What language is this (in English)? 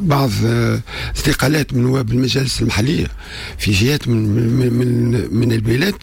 Tunisian Arabic